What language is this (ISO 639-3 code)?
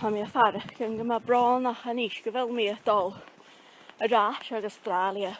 gla